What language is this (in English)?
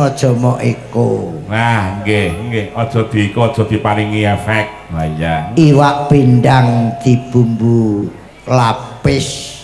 Javanese